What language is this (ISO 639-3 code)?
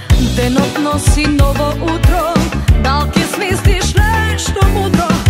mkd